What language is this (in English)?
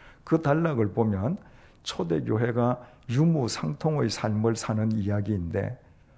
Korean